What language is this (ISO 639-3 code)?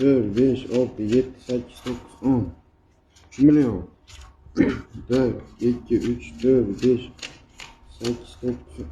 uzb